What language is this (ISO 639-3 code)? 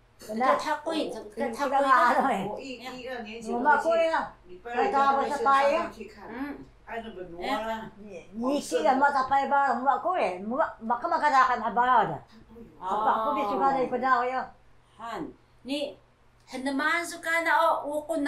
trv